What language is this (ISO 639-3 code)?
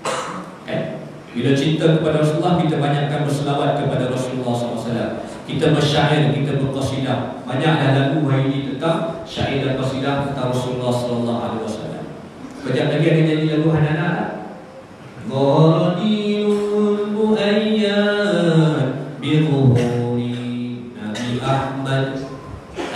msa